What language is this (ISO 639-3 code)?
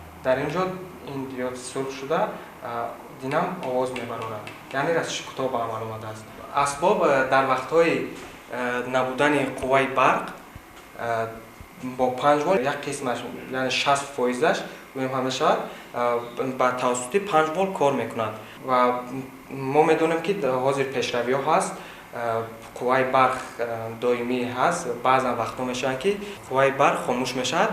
tgk